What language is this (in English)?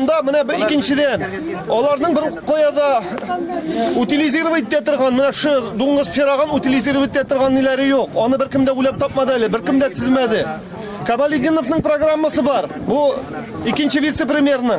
Tatar